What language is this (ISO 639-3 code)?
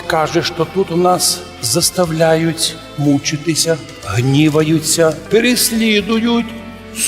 rue